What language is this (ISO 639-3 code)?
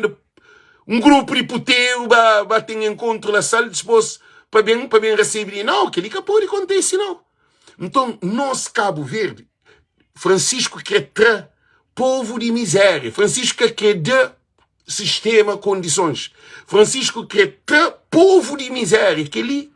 kea